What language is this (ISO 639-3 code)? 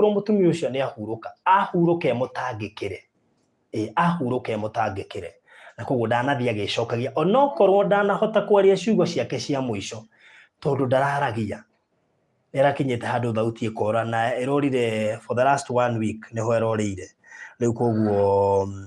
kik